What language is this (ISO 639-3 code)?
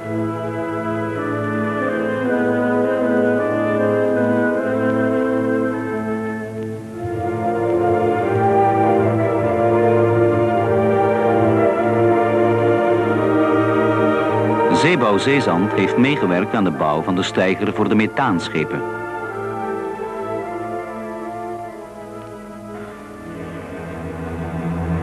nld